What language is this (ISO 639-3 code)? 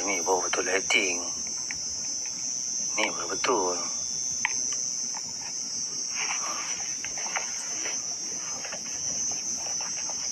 msa